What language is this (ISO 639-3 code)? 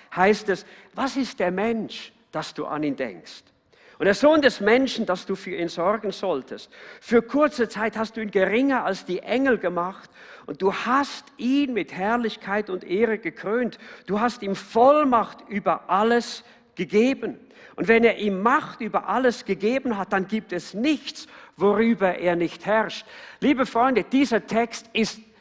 gsw